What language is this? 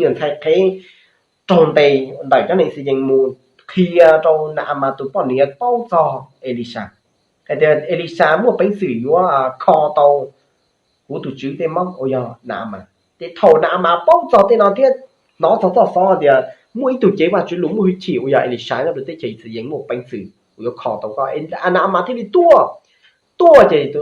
Hmong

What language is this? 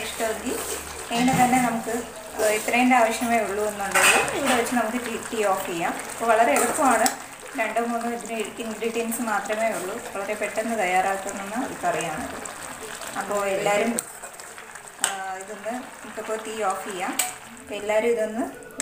Malayalam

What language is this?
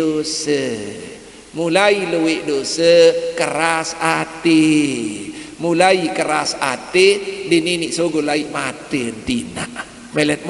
Sasak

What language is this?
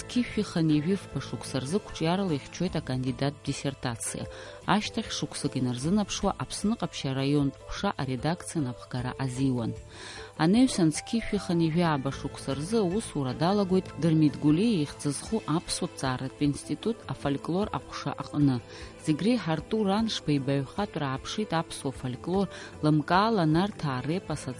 Abkhazian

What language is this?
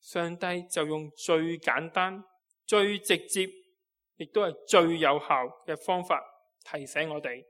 Cantonese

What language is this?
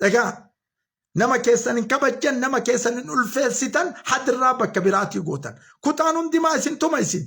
Oromo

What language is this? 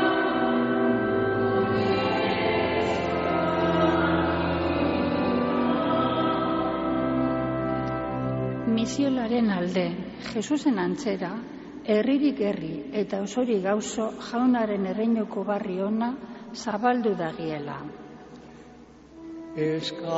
Basque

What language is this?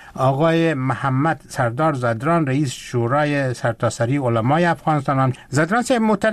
Persian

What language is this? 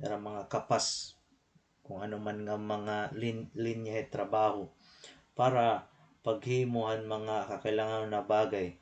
Waray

